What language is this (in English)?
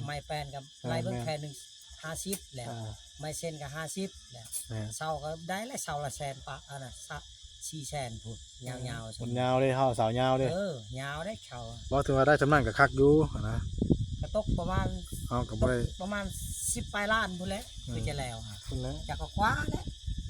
Northeastern Thai